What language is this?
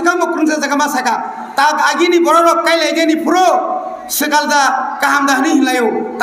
Kok Borok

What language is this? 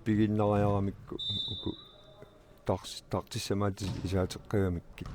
Kalaallisut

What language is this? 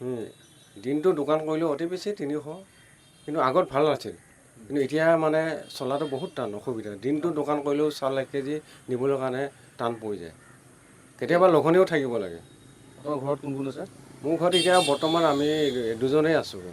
Assamese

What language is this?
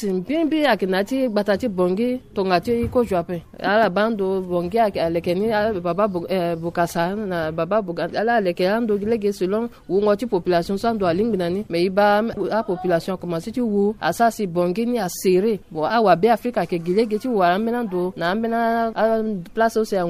Sango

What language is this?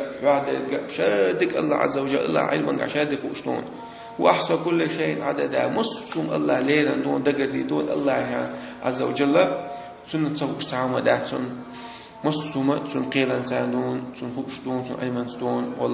Chechen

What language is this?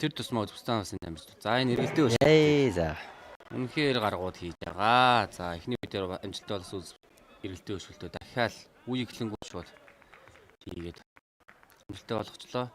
Mongolian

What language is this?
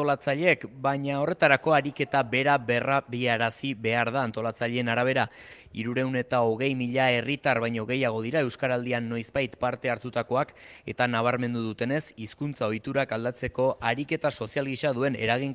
Basque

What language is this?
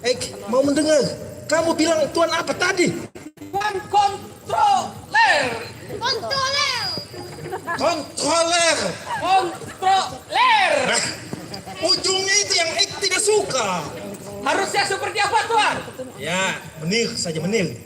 Banjar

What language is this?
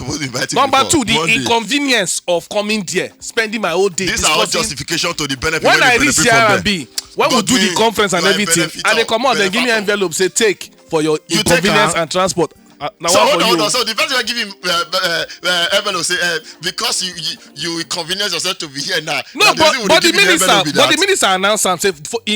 Nigerian Pidgin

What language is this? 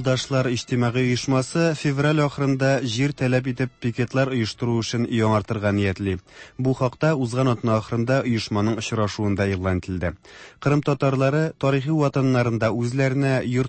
Tatar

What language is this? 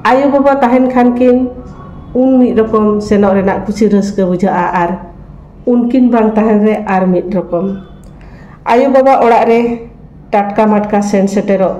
Santali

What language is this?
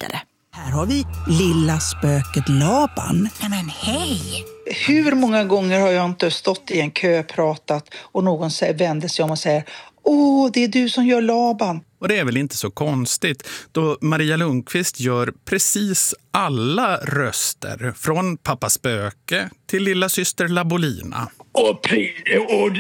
Swedish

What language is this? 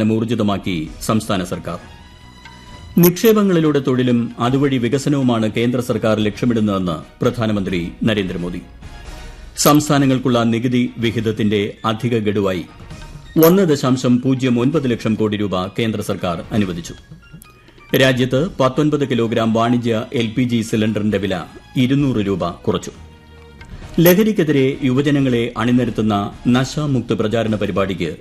Malayalam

